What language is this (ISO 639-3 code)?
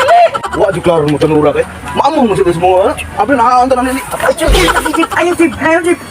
ceb